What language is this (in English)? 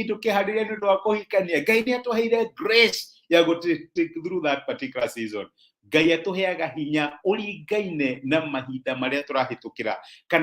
Kikuyu